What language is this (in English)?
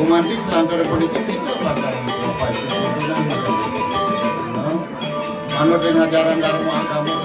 Balinese